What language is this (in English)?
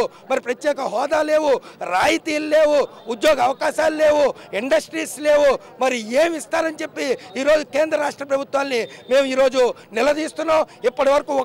Telugu